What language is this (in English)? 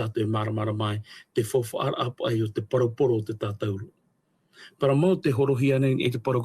Tahitian